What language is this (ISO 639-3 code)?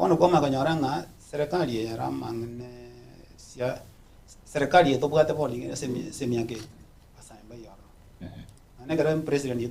guz